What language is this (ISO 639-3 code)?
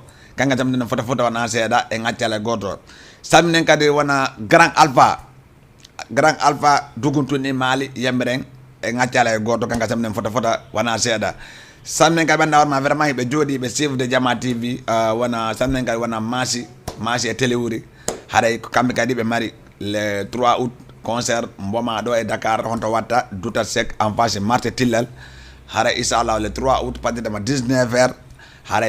ful